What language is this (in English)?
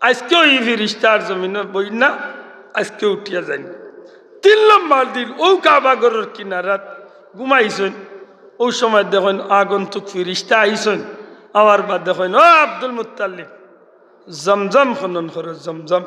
Sylheti